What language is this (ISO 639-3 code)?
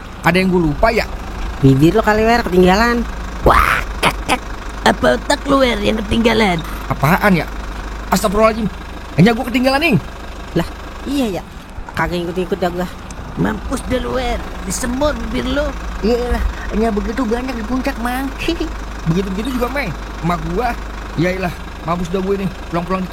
bew